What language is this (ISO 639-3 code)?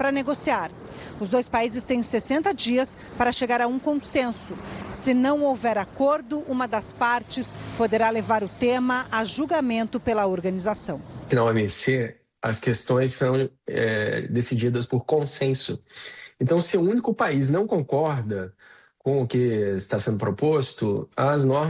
por